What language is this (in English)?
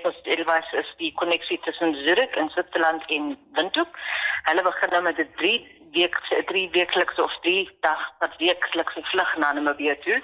Afrikaans